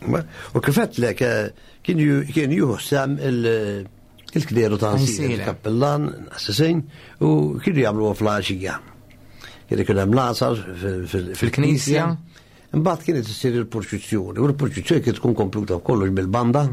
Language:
Maltese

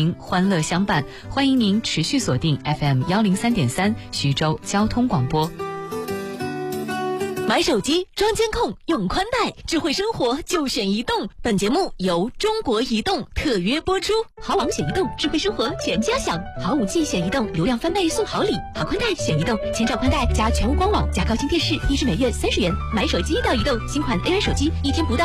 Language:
Chinese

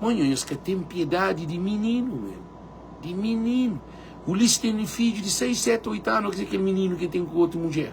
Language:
Kabuverdianu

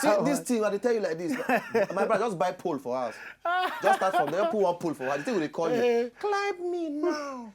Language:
Nigerian Pidgin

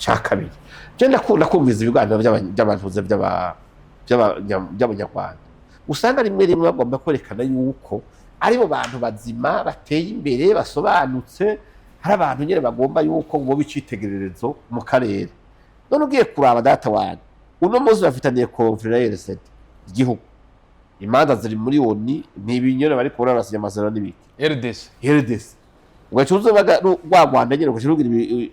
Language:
Rundi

